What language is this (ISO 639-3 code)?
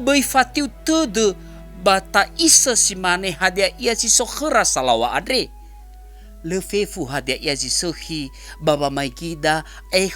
nia